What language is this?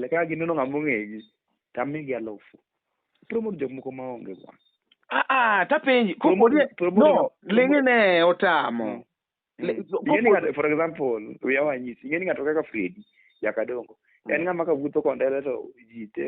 Luo (Kenya and Tanzania)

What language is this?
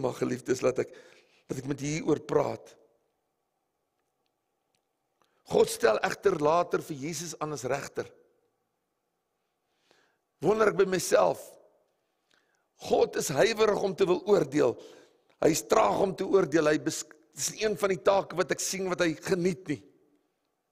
Afrikaans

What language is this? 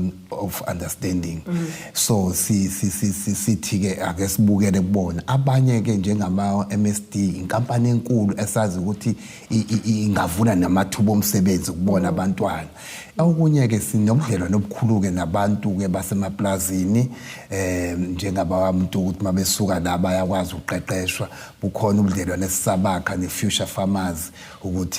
Zulu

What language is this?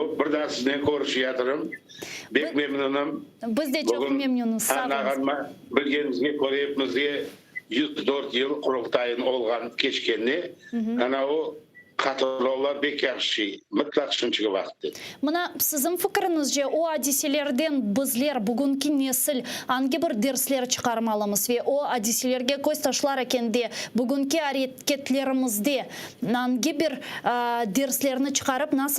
Crimean Tatar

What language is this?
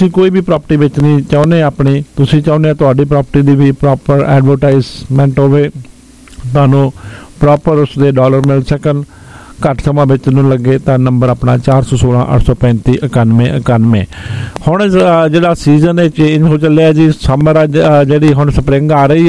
Punjabi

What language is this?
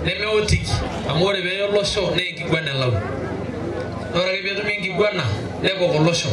Masai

